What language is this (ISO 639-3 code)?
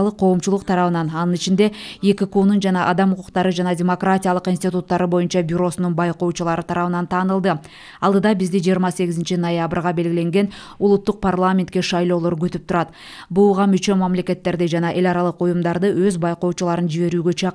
kir